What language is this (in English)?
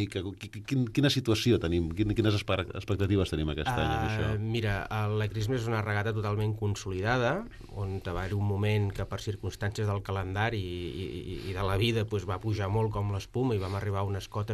Catalan